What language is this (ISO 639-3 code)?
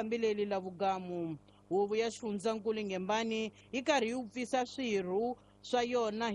tso